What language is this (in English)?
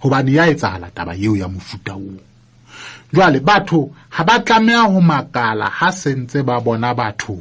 Southern Sotho